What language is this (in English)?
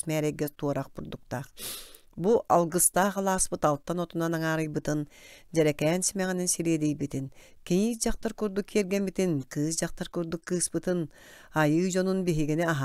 Yakut